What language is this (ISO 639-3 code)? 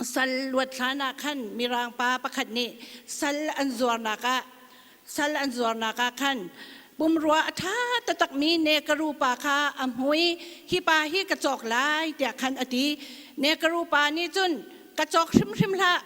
cnh